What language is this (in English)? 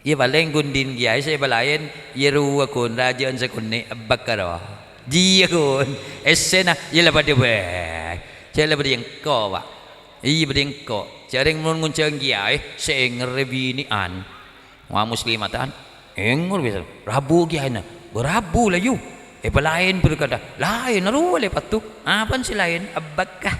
Madurese